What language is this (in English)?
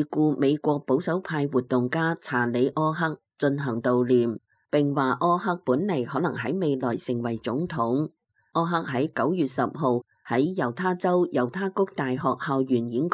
Cantonese